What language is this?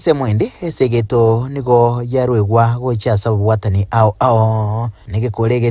Gusii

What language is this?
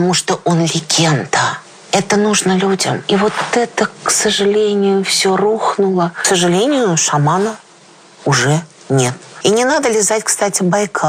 Russian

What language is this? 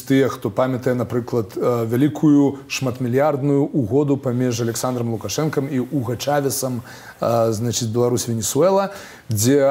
Belarusian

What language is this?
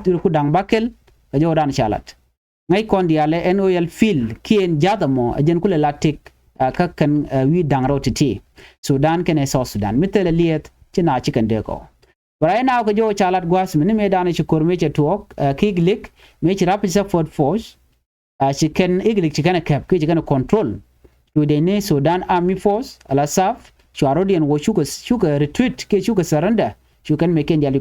Nuer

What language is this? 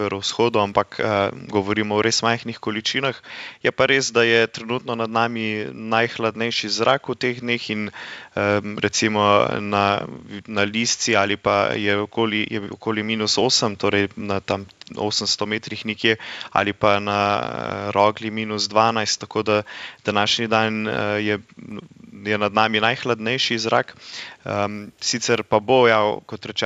Slovenian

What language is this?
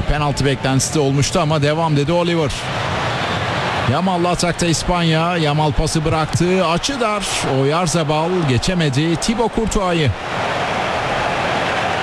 Turkish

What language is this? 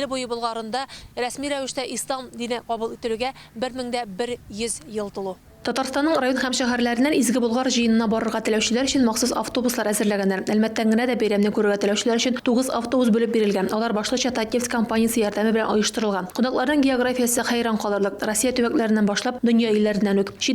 Tatar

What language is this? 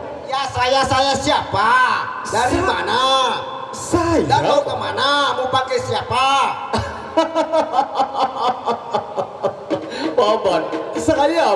Sasak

